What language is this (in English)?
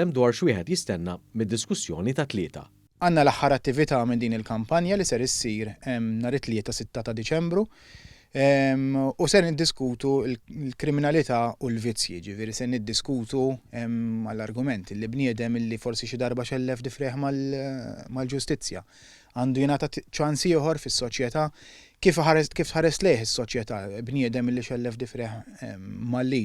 Maltese